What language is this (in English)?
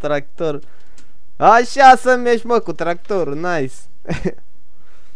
Romanian